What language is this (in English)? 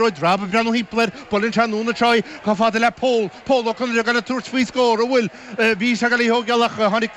Irish